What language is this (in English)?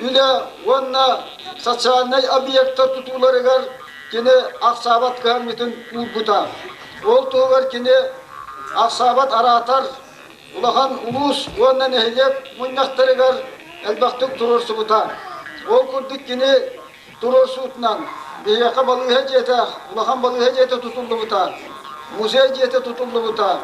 Yakut